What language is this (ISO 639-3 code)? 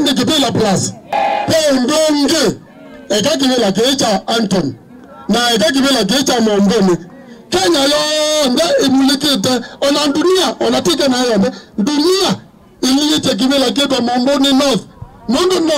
kam